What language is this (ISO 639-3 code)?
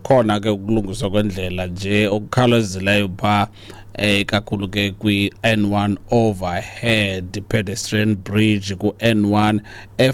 xho